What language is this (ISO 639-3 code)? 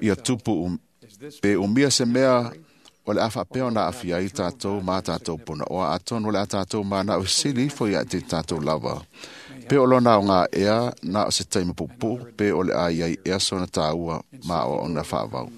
smo